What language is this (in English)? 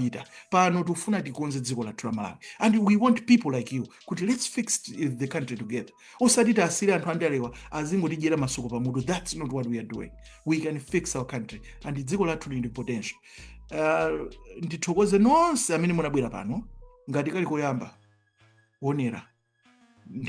Nyanja